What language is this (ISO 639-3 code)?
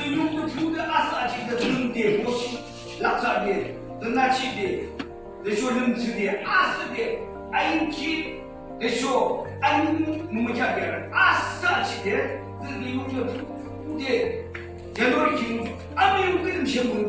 yim